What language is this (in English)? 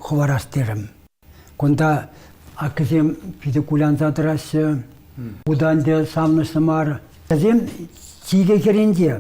Chuvash